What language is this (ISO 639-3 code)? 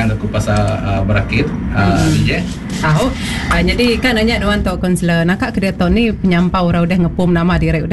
iba